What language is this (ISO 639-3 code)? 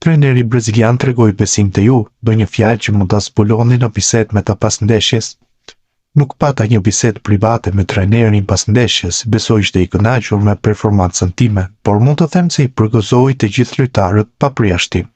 sqi